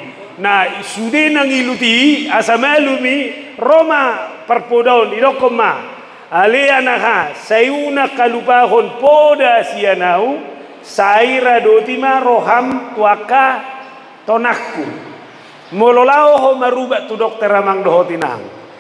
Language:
Batak Toba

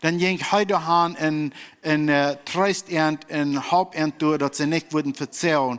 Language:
Plautdietsch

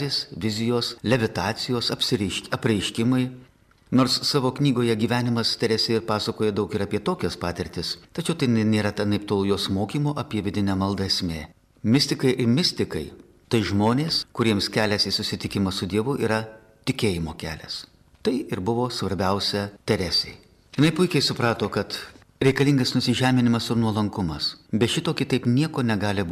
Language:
Lithuanian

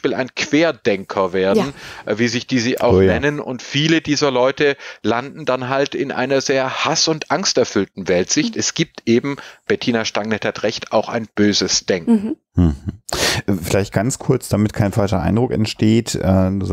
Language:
German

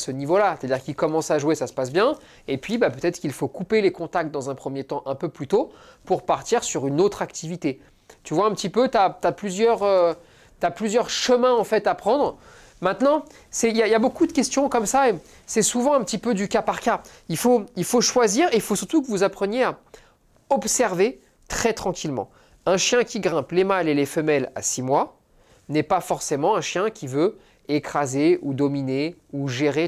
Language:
French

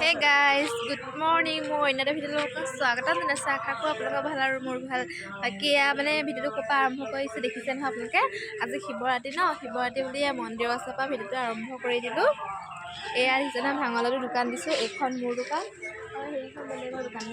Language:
Assamese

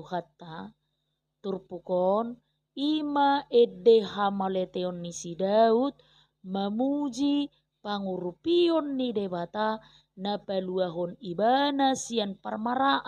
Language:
Batak Toba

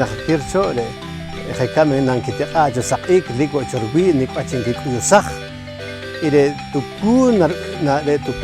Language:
Poqomchi'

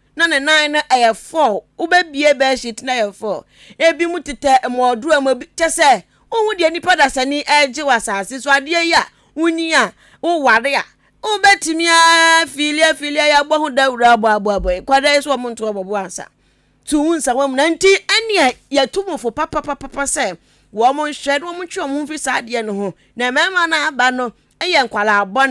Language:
Akan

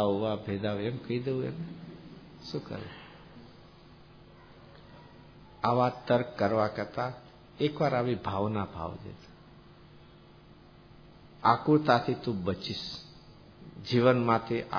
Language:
Gujarati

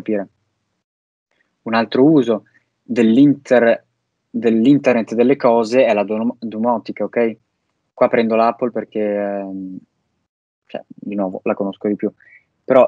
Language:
Italian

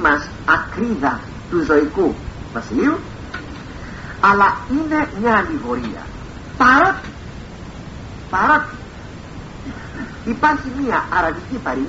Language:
Greek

